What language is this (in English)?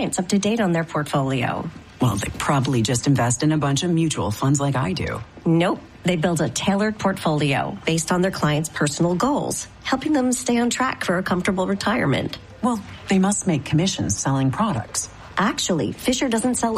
English